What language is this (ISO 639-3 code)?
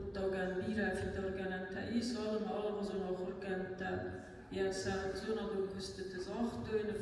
oss